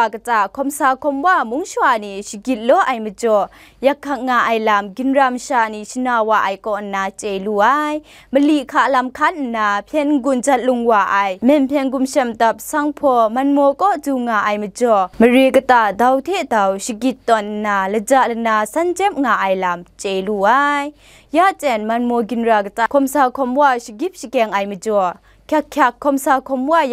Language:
Kachin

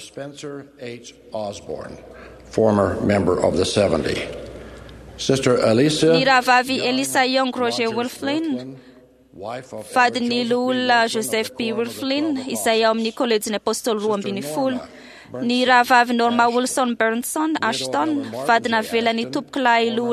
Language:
Malagasy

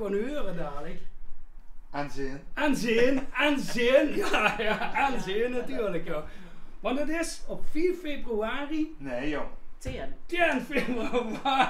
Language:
Limburgish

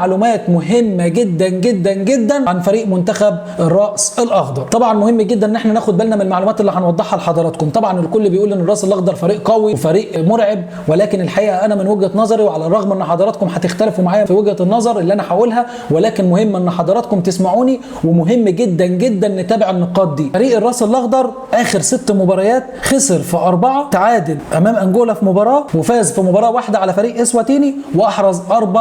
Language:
Egyptian Arabic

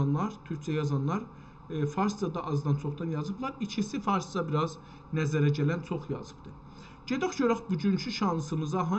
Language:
South Azerbaijani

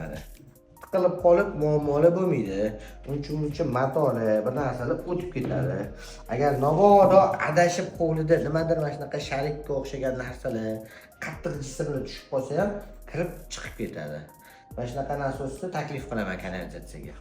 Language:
Uzbek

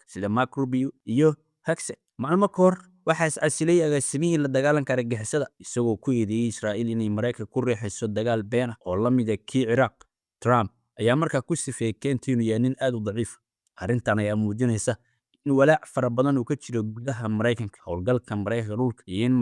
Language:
Somali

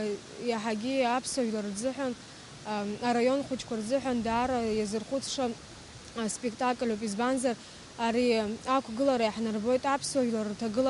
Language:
Abkhazian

